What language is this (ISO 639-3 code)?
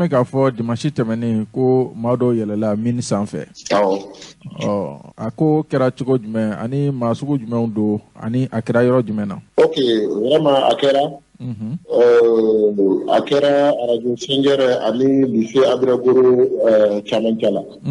bam